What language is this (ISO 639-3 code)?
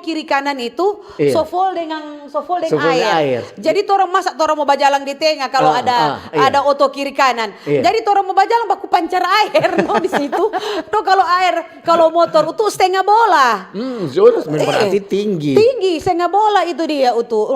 xmm